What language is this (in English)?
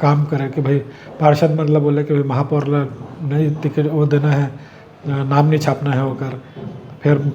Chhattisgarhi